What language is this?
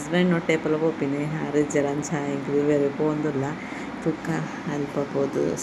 Tulu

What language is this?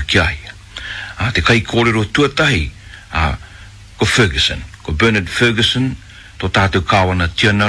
Māori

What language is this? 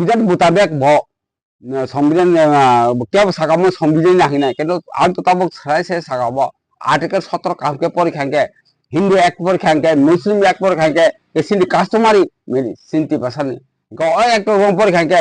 Kok Borok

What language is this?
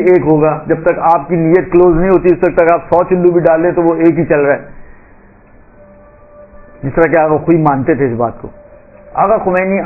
Urdu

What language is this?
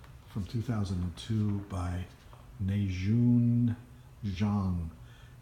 English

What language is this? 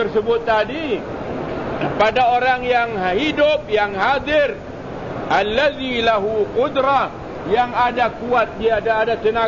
Malay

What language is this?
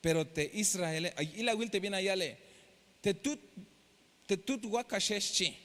Tzeltal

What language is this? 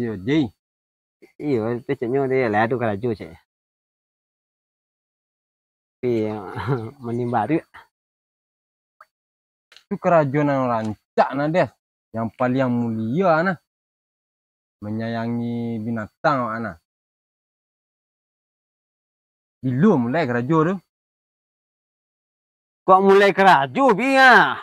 Minangkabau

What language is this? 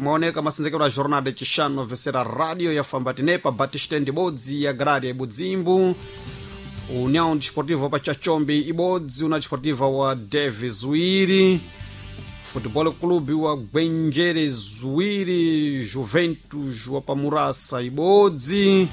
Sena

